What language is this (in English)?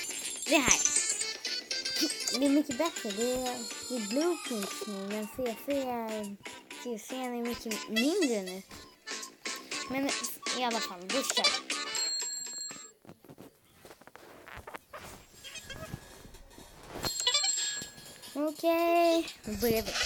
Swedish